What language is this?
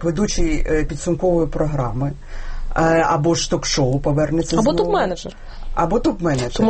Ukrainian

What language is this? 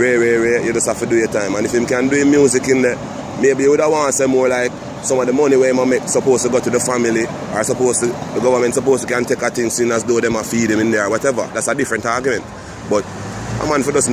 Jamaican Creole English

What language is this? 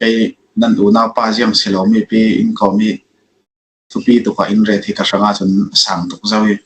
Falam Chin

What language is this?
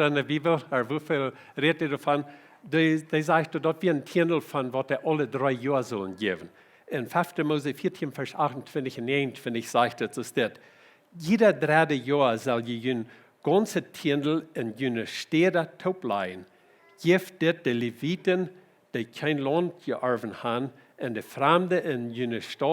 Plautdietsch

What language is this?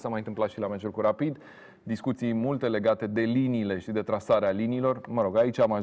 Romanian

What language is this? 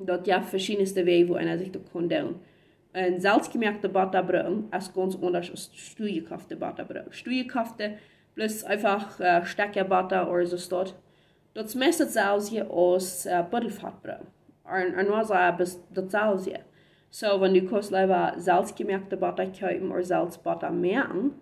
Plautdietsch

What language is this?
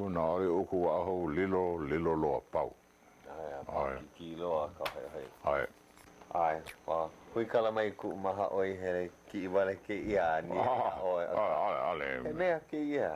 Hawaiian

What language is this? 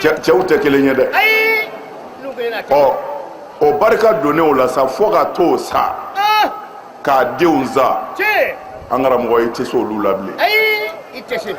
Bambara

